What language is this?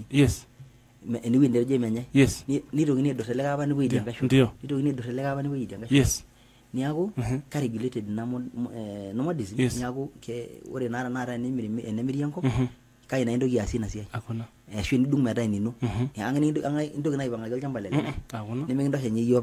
Masai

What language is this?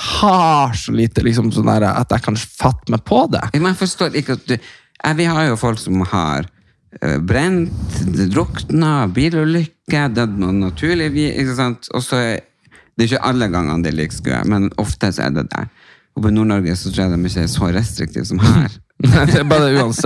Norwegian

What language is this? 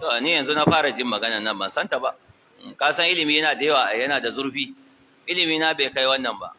Hausa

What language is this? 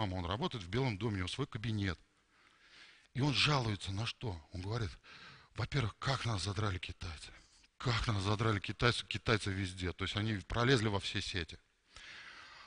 Russian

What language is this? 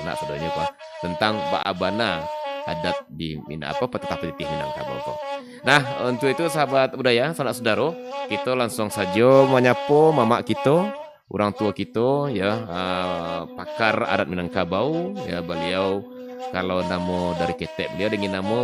Minangkabau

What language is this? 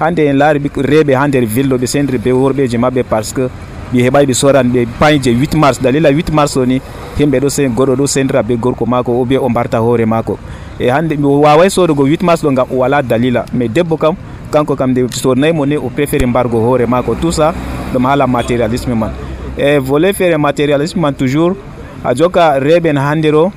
Nigerian Fulfulde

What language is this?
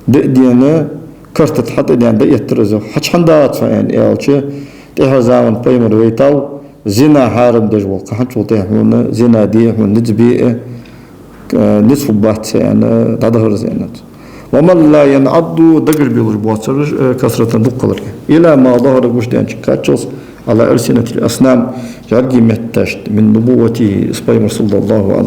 Ingush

